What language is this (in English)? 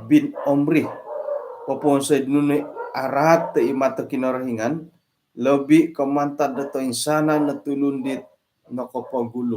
Central Dusun